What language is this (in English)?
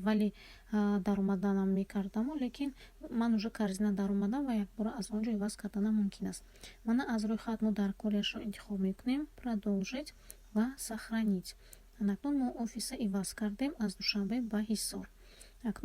Tajik